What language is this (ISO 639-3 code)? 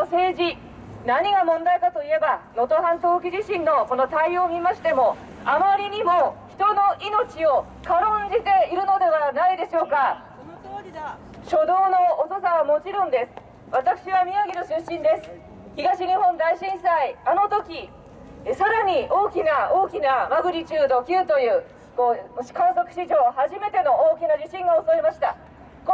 jpn